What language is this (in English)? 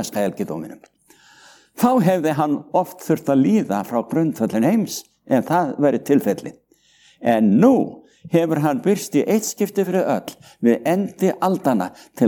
Icelandic